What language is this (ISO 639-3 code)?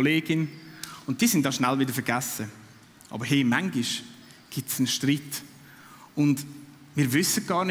gsw